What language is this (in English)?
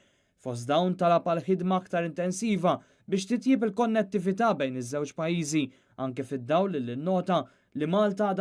Maltese